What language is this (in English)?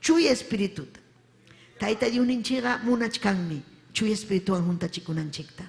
Ayacucho Quechua